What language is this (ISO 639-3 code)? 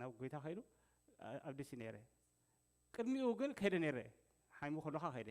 tir